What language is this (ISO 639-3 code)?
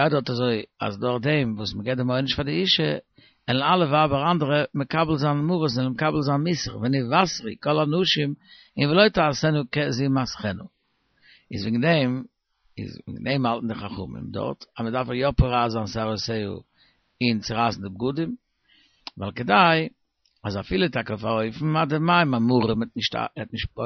yid